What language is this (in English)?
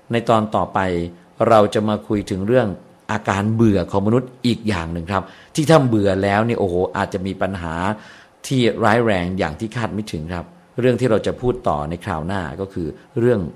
Thai